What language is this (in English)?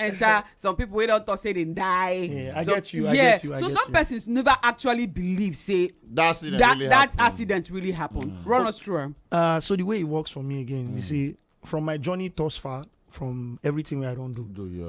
Nigerian Pidgin